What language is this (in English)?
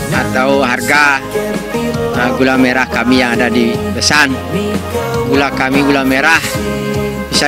Indonesian